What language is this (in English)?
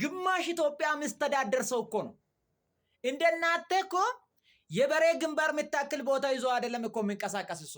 Amharic